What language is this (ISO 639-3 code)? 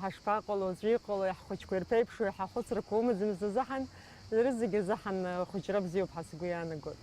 abk